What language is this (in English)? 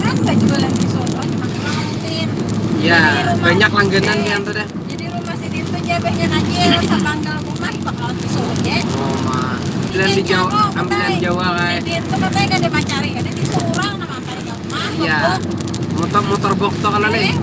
Banjar